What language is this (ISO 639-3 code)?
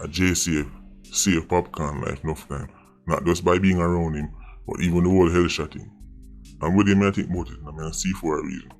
jam